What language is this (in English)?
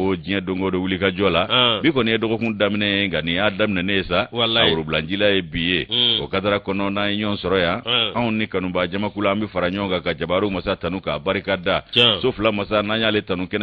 Bambara